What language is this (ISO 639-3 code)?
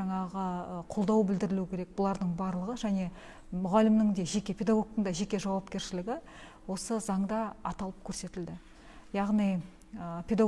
kaz